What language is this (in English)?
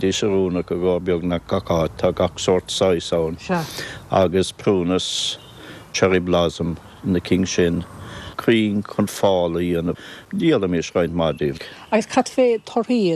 Irish